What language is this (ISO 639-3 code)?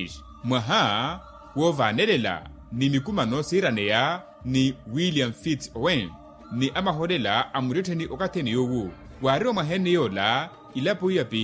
vmw